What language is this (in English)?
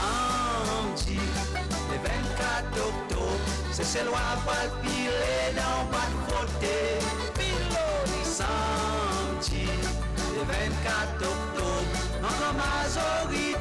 Seselwa Creole French